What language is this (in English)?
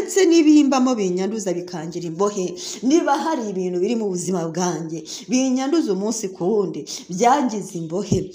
Kinyarwanda